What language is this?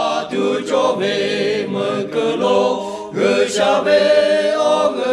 Lahu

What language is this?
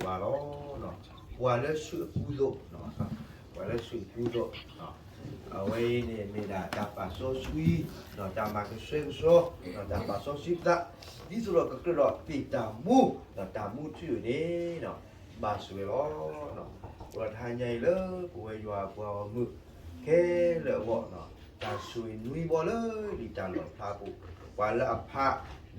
S'gaw Karen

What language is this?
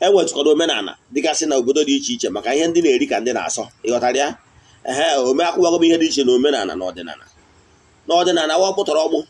Igbo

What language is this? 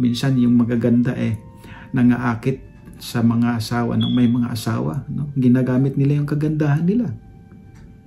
Filipino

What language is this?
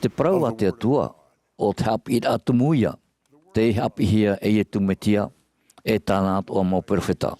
Tahitian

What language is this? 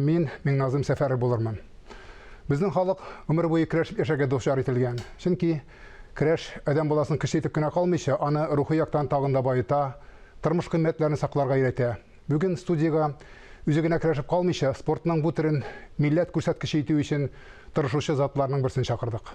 Tatar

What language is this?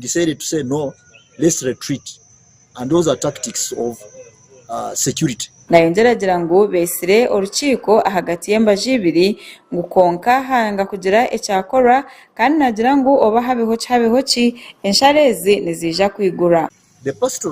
Nyankole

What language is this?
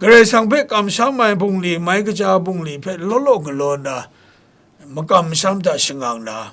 Kachin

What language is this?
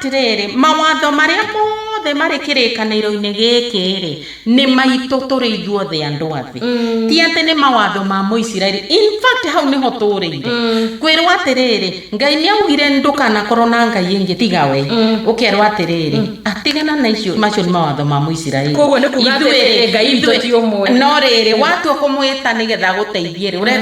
Kikuyu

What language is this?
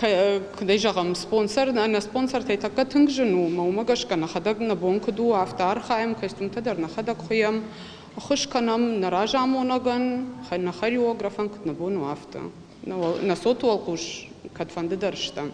Ossetic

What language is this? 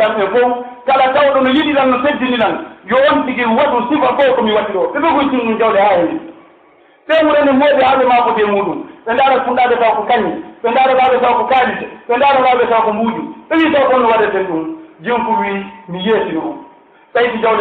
Pular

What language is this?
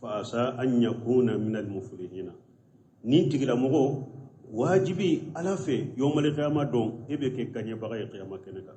Bambara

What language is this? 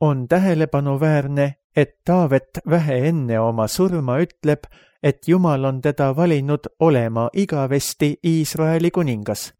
Estonian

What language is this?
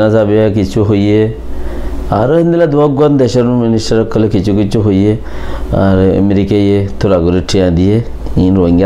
Rohingya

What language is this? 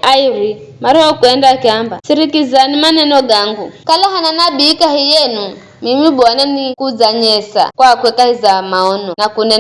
Giryama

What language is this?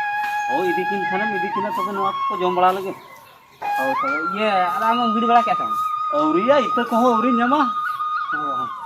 Santali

